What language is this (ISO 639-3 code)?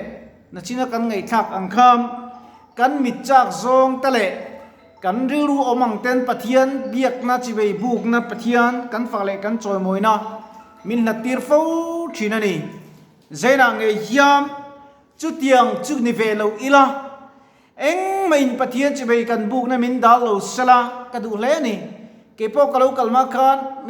lus